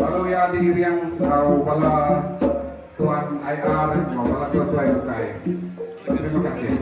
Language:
Iban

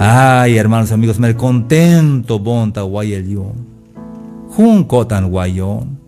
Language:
Tzeltal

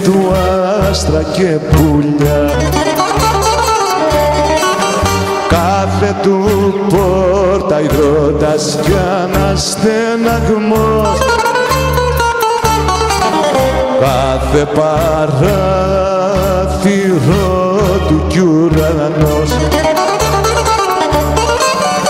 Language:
Greek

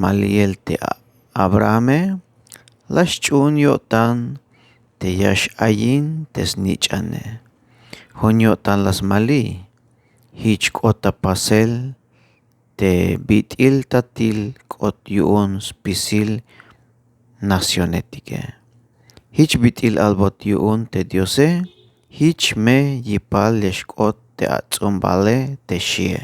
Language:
Tzeltal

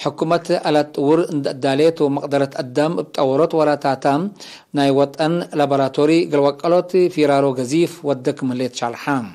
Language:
Tigre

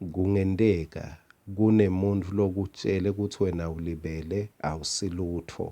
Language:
Swati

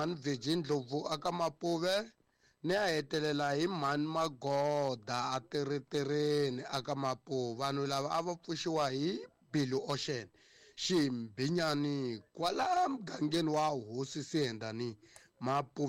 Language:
Tsonga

